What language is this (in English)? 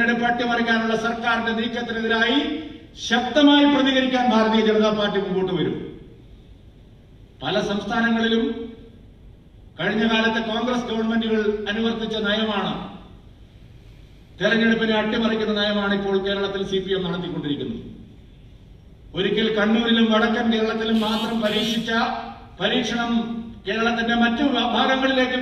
Malayalam